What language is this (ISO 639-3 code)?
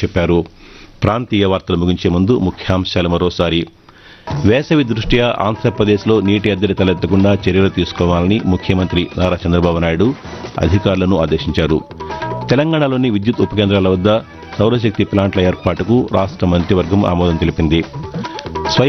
tel